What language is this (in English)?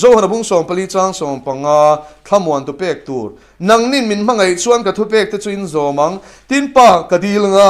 Mizo